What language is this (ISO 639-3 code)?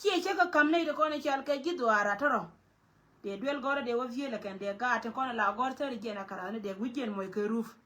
nus